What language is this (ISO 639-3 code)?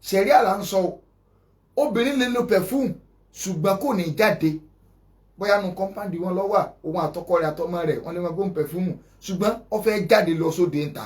yor